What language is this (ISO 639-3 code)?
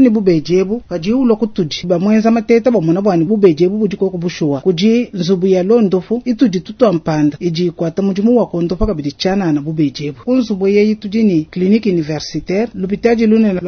lua